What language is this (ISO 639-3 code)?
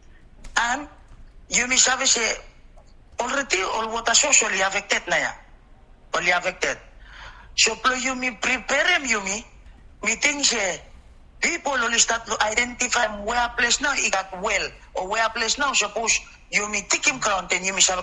bis